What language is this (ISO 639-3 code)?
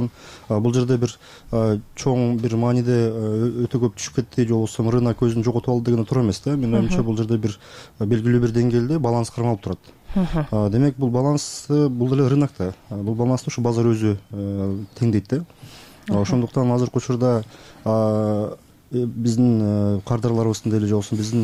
kir